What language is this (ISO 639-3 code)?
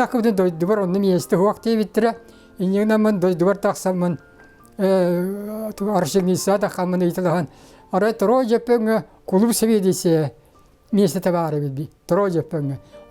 sah